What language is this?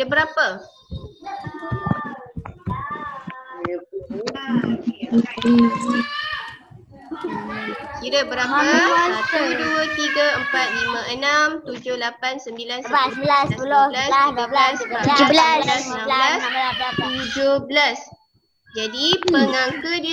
Malay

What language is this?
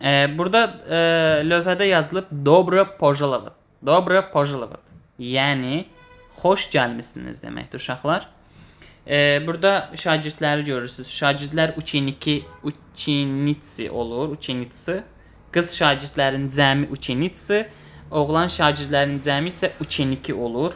Azerbaijani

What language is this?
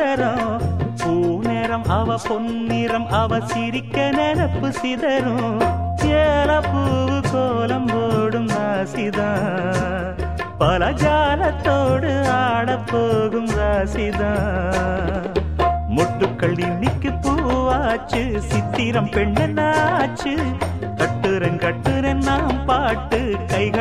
Tamil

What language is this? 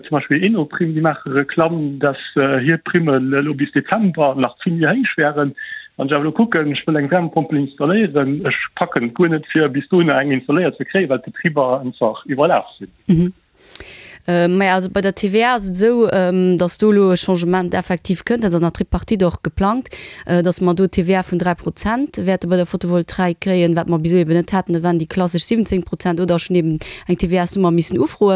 Luxembourgish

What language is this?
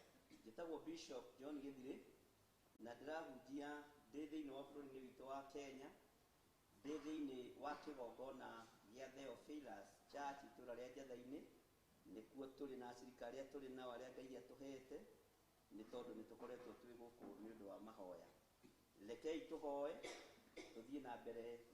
Kikuyu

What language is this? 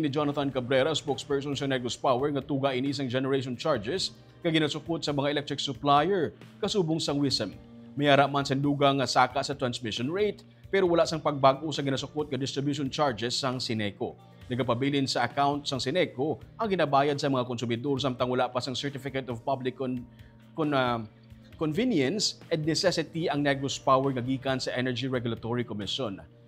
Hiligaynon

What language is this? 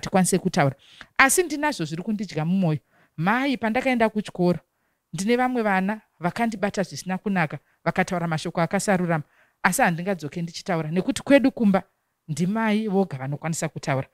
Shona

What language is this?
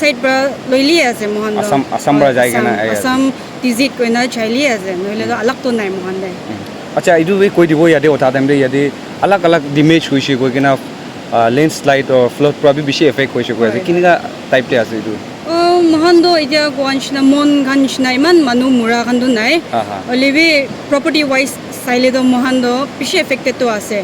Naga Pidgin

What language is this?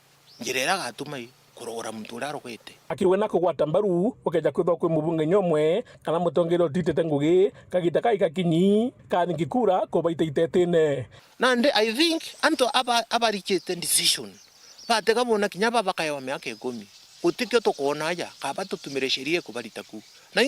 Meru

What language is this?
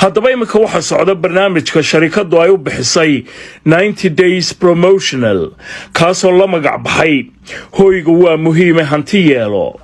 Somali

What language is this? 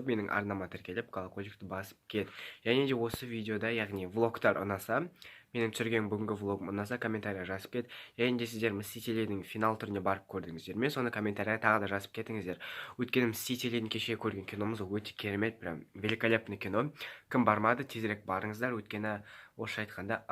Kazakh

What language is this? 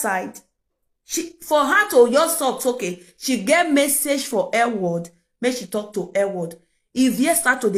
Nigerian Pidgin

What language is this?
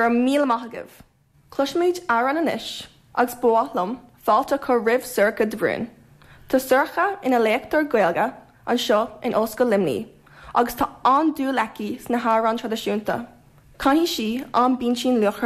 Irish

